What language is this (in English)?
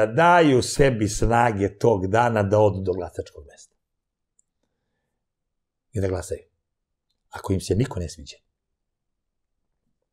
Serbian